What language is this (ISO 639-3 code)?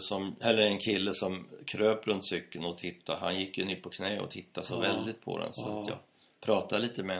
swe